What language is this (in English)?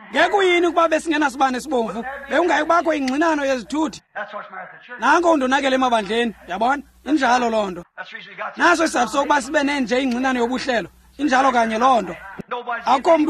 Xhosa